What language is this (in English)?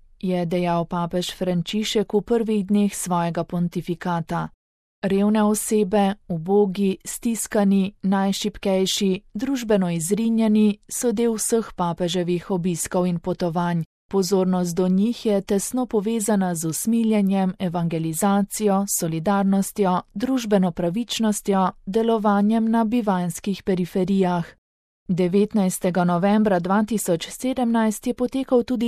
Slovenian